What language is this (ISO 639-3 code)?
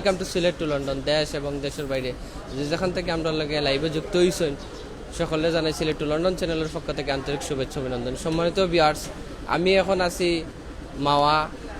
syl